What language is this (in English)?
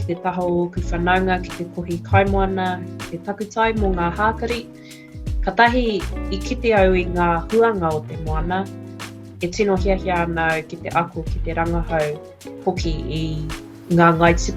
Māori